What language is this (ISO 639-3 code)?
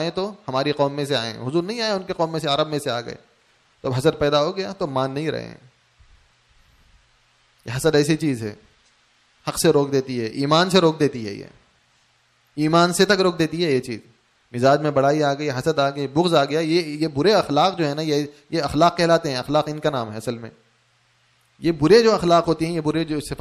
urd